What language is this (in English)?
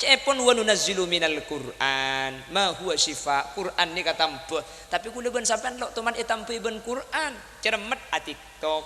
Madurese